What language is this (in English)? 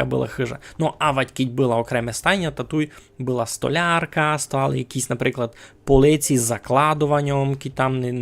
Rusyn